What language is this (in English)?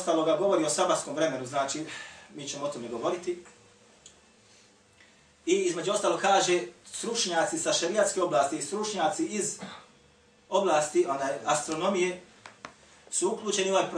Bosnian